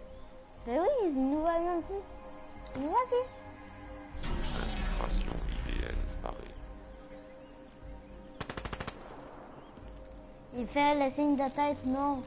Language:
French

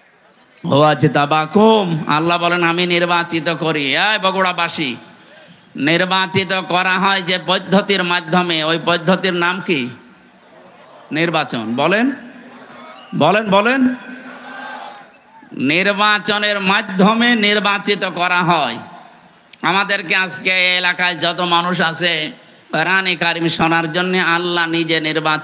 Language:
Bangla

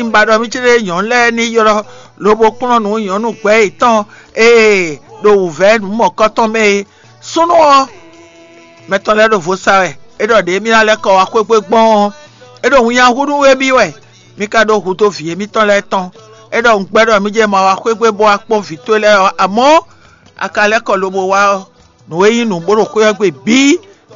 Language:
Fon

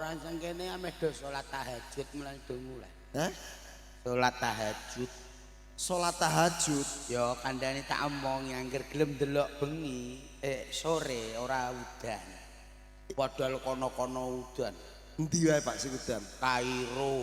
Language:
Javanese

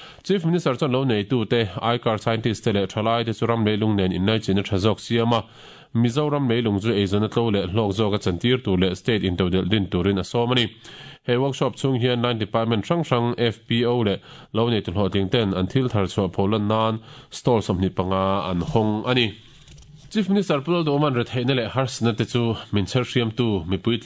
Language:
Mizo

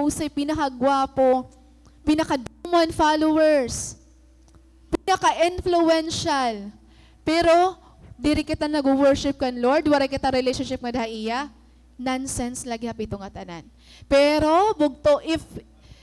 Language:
Waray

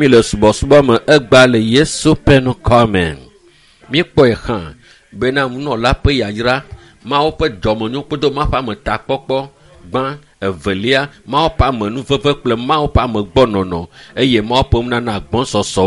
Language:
Ewe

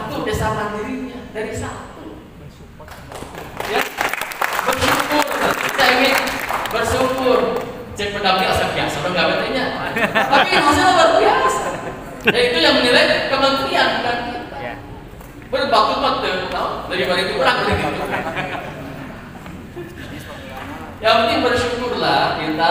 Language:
Indonesian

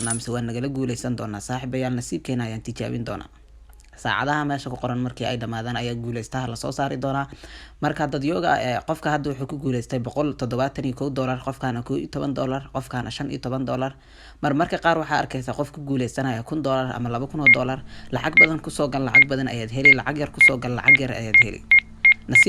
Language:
Somali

